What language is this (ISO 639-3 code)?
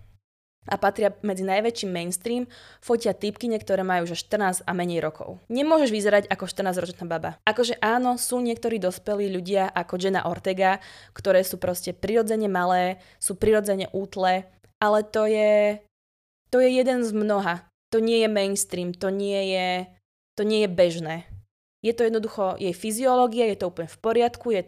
slk